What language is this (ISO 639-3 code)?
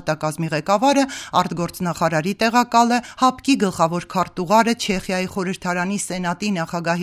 hye